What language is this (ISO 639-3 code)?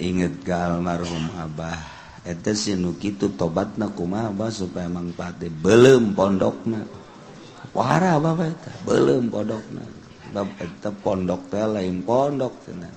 sun